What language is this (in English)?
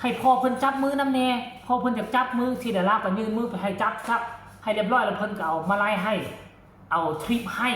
Northeastern Thai